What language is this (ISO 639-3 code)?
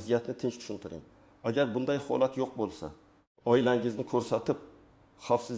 uzb